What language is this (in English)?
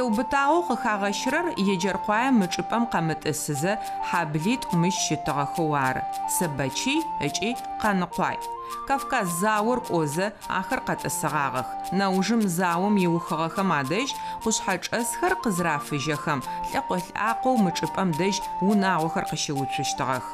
Adyghe